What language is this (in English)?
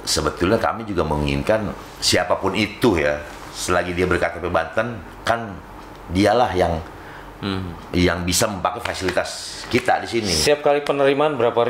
Indonesian